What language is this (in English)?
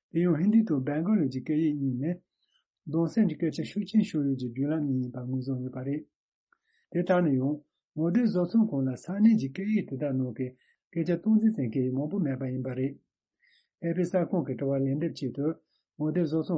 Tibetan